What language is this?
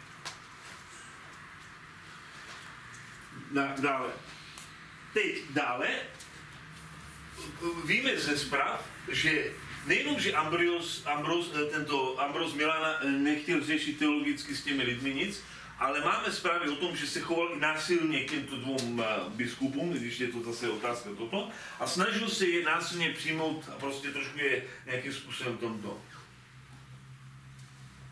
Czech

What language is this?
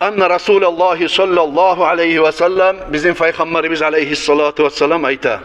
Kumyk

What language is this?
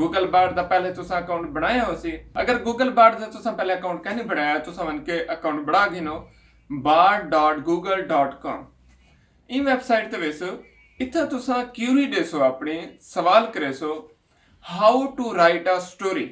Saraiki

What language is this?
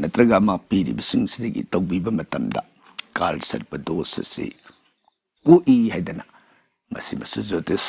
Manipuri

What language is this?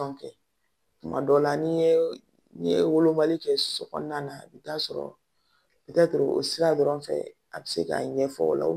Bambara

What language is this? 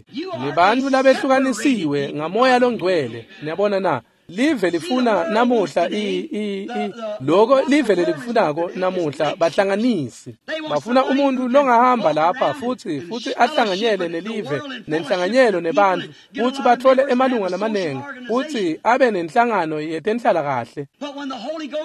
Swati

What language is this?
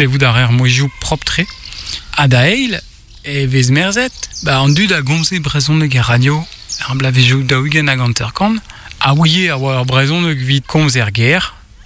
Breton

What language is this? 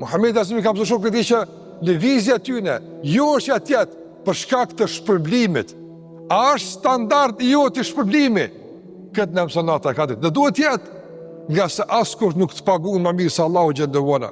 Albanian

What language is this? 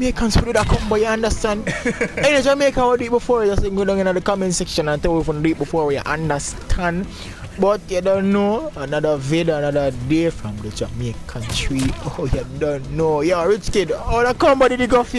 Jamaican Creole English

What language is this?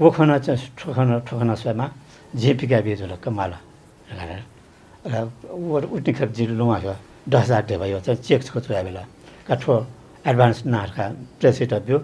Newari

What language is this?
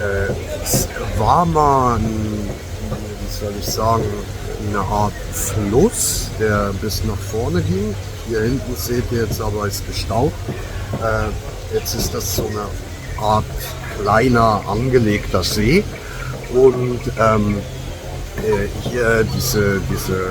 Swiss German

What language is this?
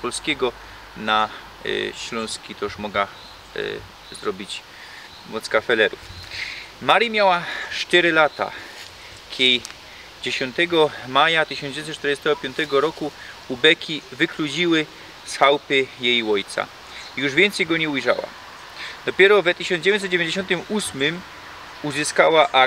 Silesian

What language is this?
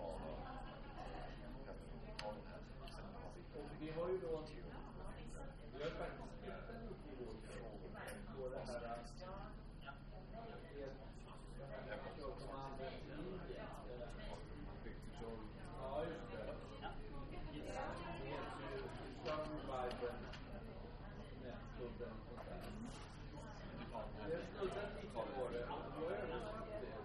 Swedish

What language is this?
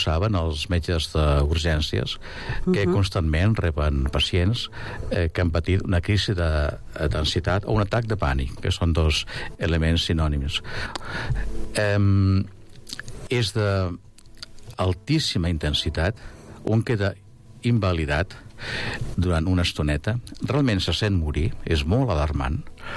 Catalan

